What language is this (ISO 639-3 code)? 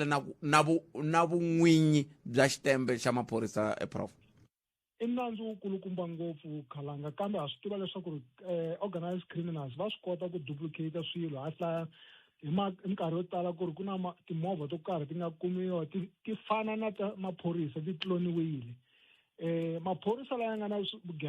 tso